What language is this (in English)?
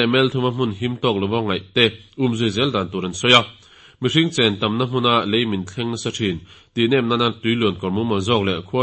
Mizo